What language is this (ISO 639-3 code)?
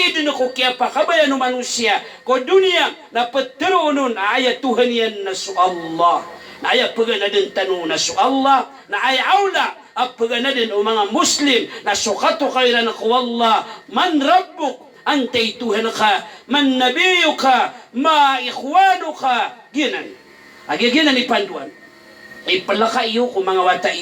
mrw